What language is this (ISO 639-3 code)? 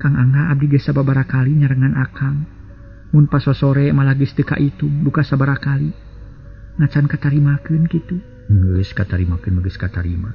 sun